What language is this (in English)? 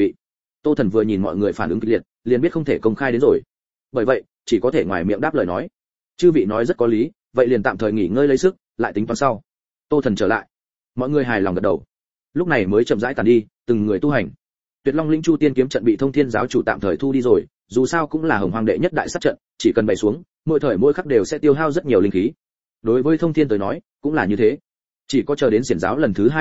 Vietnamese